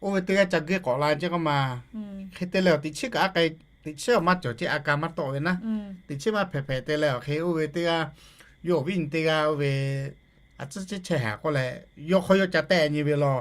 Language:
Lahu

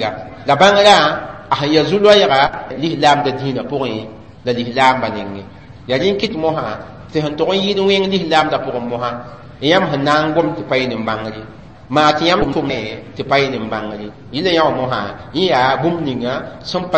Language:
Mossi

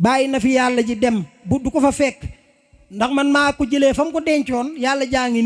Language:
Wolof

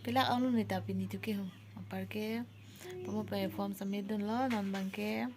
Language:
Karbi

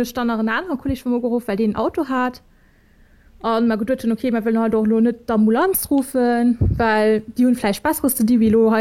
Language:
Luxembourgish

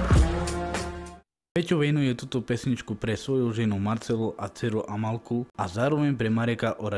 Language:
Slovak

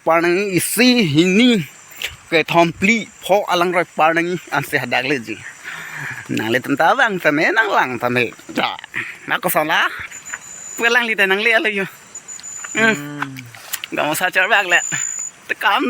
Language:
Karbi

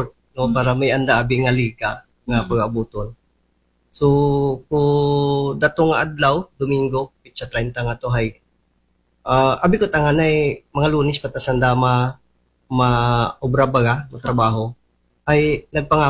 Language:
Aklanon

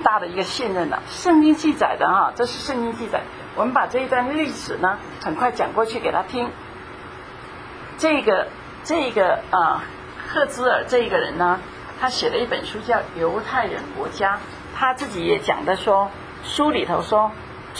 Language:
Chinese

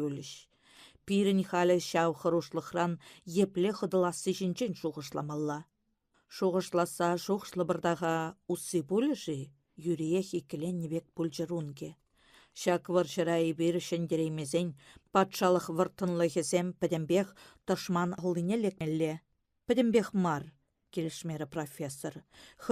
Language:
Chuvash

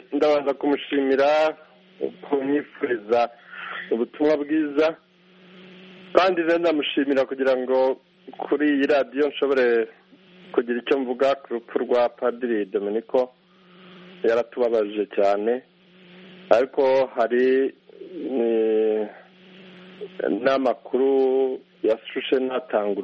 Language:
Kinyarwanda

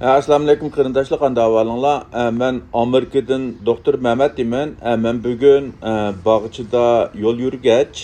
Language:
Uyghur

